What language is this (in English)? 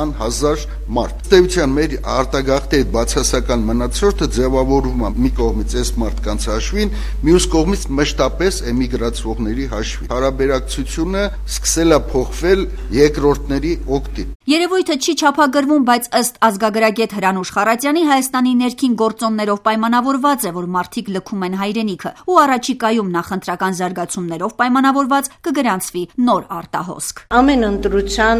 Armenian